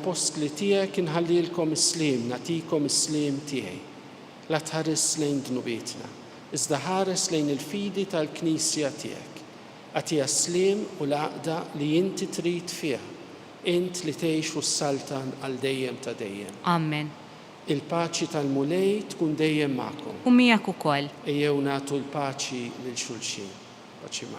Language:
Maltese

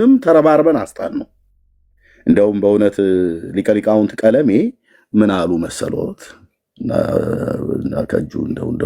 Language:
Amharic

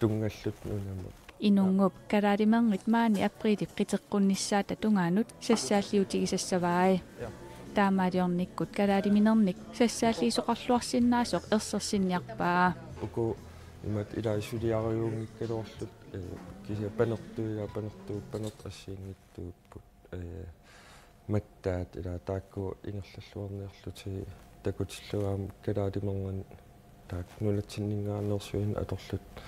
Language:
Kalaallisut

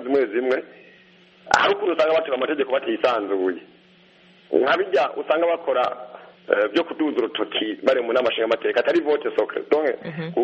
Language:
Kinyarwanda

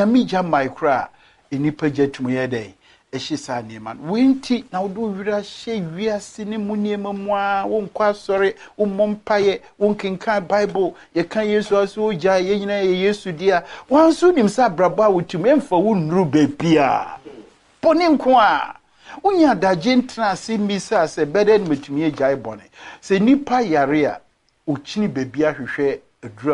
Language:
Akan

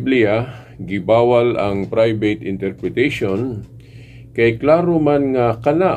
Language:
Cebuano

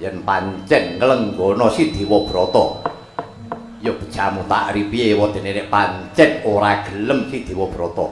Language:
Javanese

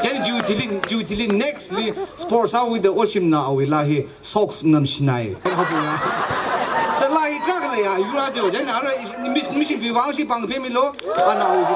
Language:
Tangkhul Naga (India)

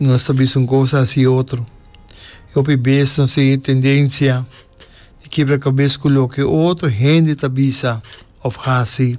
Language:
Papiamento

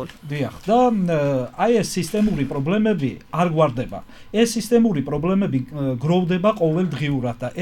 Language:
Georgian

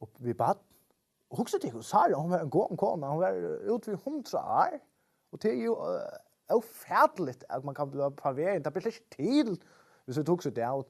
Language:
Faroese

